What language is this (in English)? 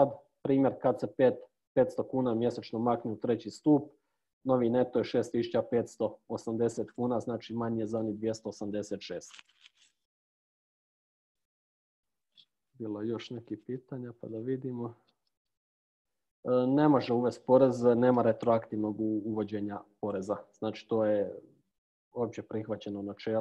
Croatian